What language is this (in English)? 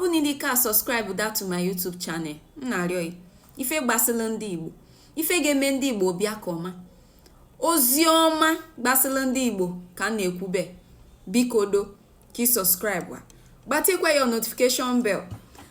Igbo